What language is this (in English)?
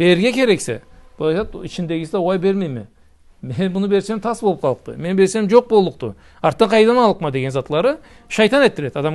Karachay-Balkar